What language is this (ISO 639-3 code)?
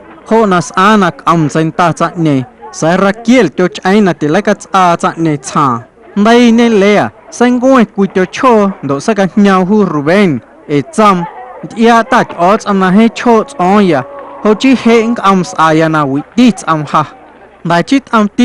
amu